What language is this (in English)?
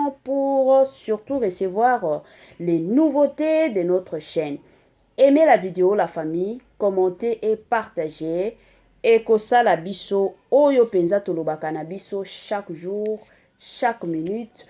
Lingala